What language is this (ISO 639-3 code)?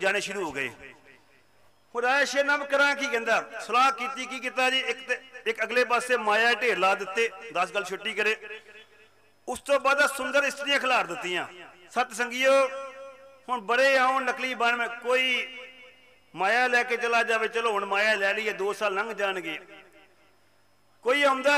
pan